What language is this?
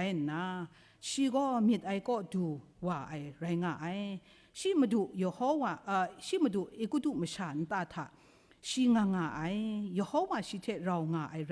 Kachin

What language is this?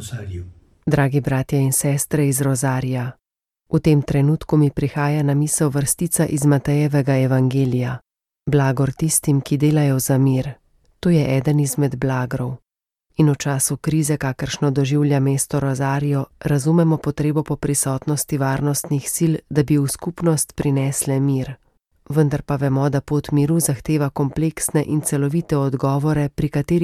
Slovenian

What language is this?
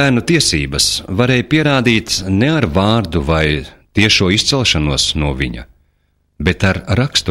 Latvian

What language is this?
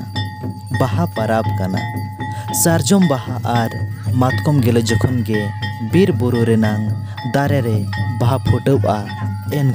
Santali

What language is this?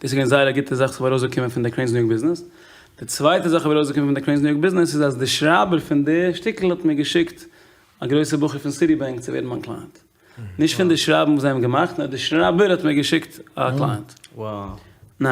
Yiddish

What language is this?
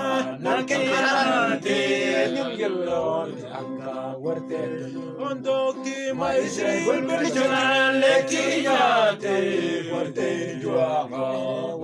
Mabaan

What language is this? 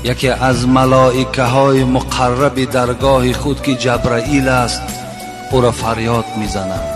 Tajik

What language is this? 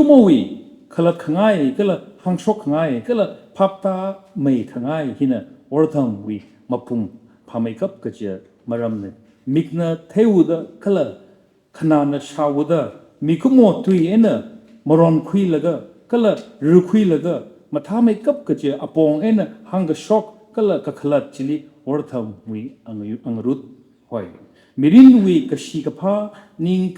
Tangkhul Naga (India)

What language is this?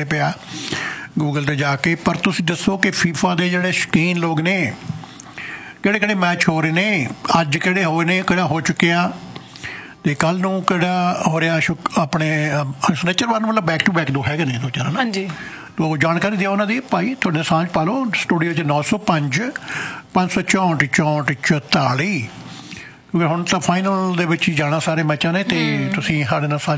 Punjabi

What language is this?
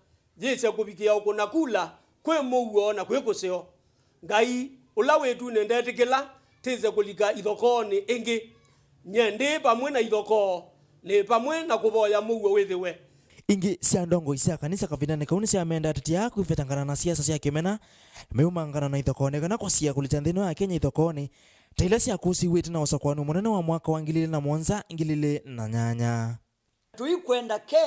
Kamba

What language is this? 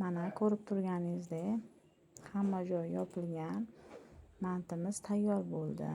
Uzbek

